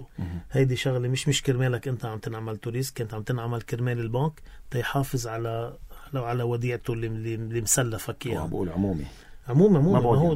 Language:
North Levantine Arabic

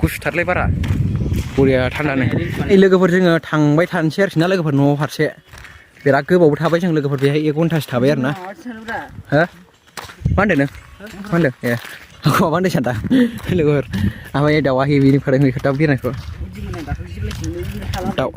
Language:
Bodo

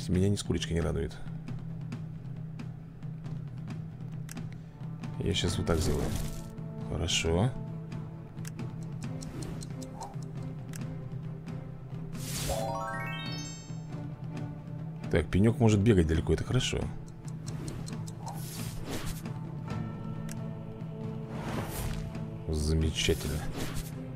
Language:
Russian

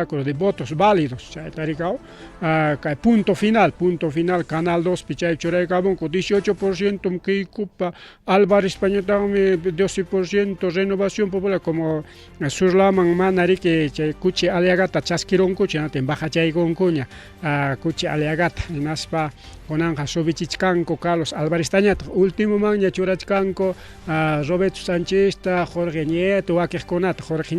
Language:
Ayacucho Quechua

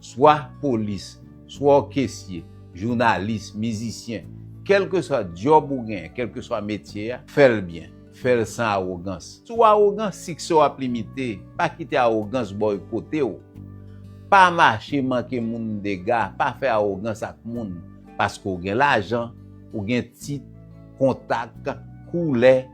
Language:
Haitian Creole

